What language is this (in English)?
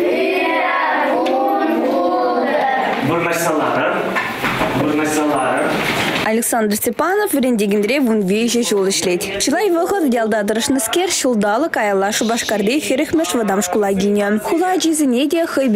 Chuvash